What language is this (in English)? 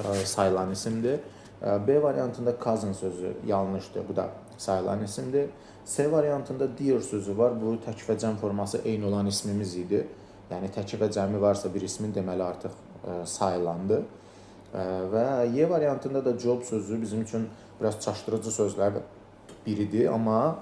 Azerbaijani